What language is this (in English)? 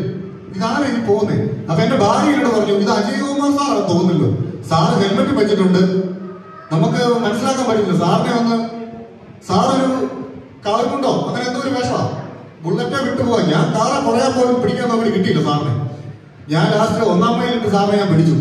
Malayalam